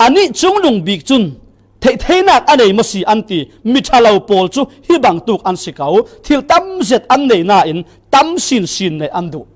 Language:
Falam Chin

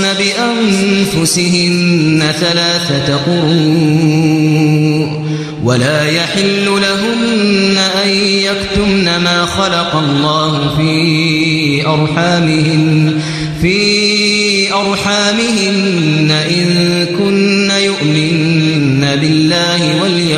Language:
Arabic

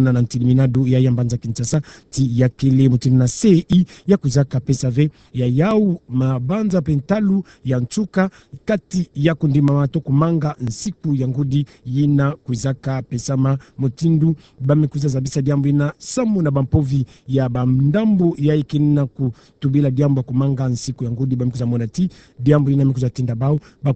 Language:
Kituba (Democratic Republic of Congo)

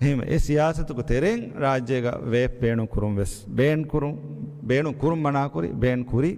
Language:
Divehi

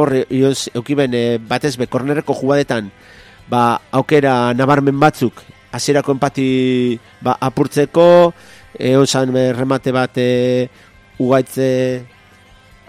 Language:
Basque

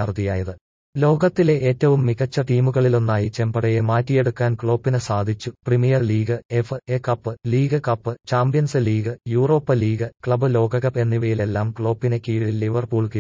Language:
Malayalam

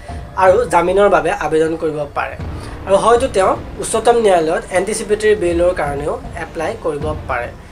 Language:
Assamese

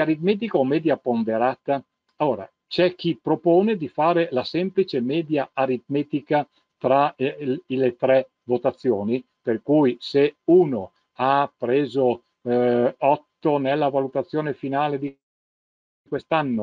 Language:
Italian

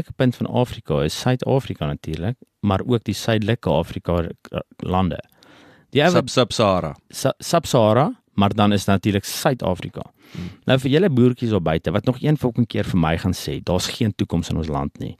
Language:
Afrikaans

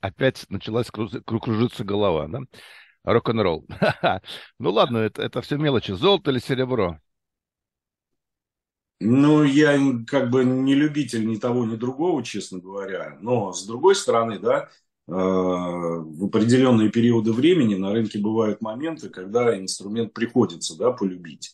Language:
Russian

